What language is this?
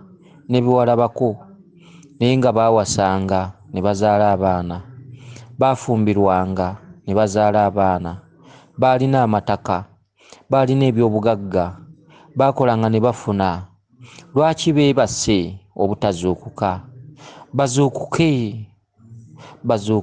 Ganda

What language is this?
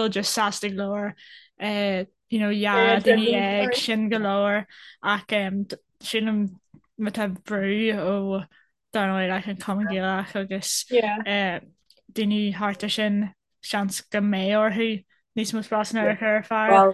Irish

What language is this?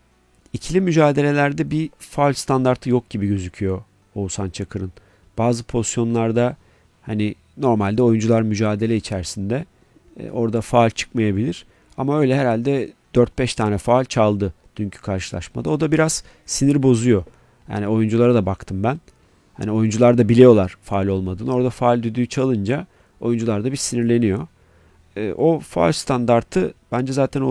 Turkish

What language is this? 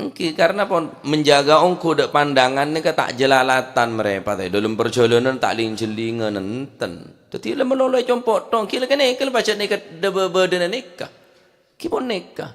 Madurese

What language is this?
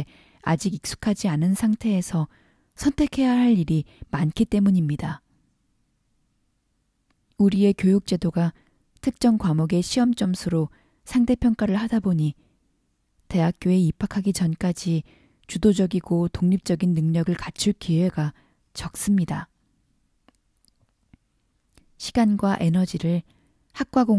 Korean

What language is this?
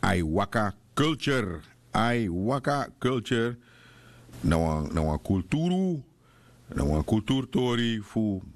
Sranan Tongo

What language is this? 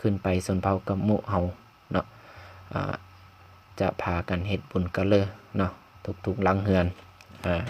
Lao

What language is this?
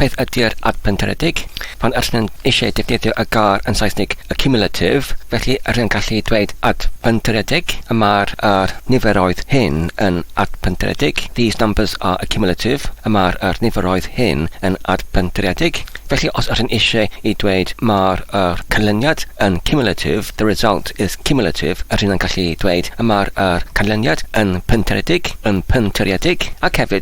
Welsh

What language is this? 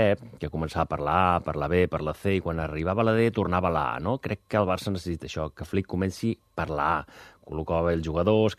Catalan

